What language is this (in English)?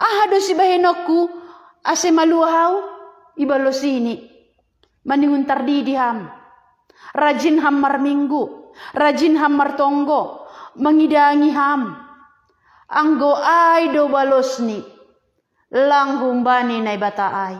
Batak Simalungun